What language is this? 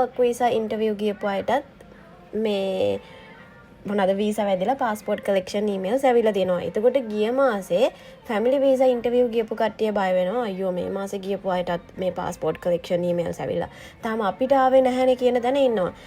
Sinhala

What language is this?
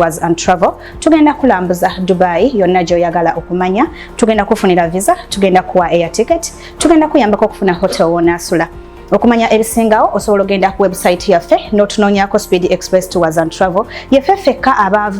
Ganda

